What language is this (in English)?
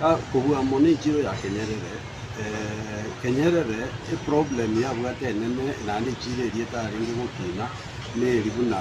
Gusii